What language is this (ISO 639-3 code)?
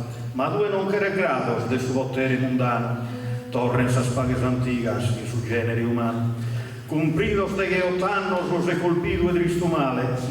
srd